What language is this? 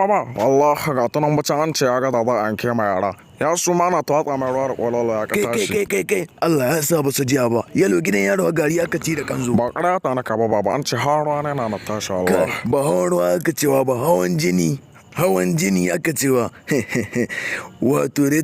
Hausa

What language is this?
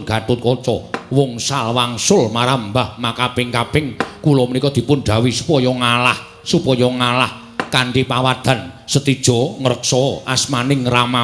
Javanese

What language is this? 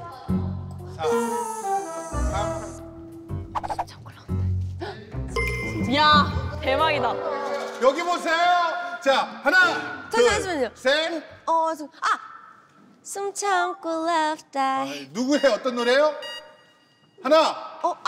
Korean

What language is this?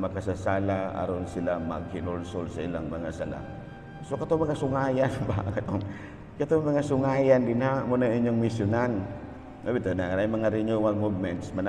Cebuano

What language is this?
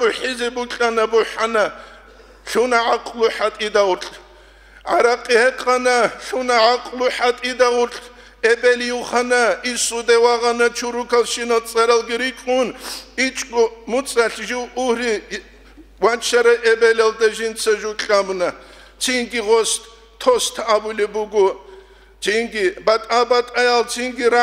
Avaric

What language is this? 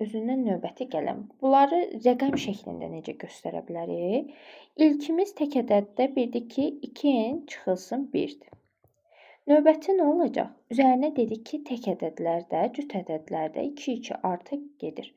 Azerbaijani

